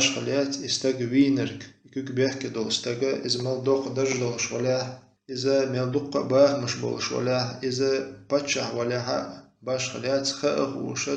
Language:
Chechen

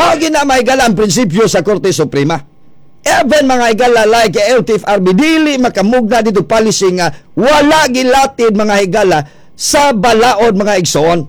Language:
Cebuano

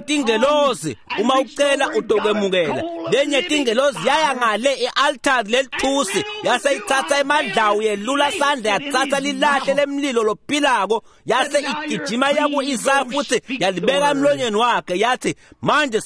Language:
Swati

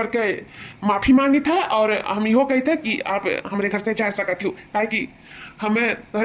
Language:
Awadhi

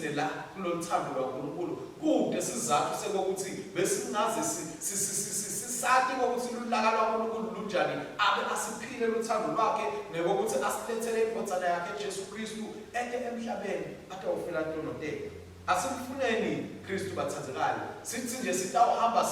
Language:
Swati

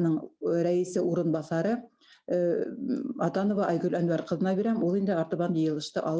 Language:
Bashkir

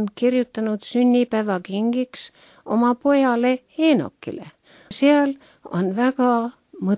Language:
Estonian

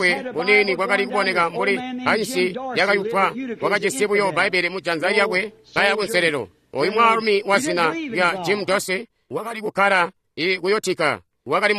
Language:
Tonga (Zambia)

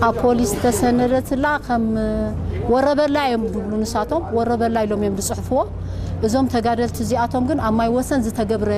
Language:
Tigrinya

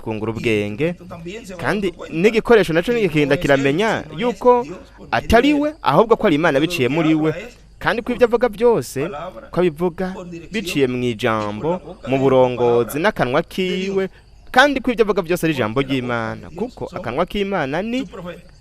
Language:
Rundi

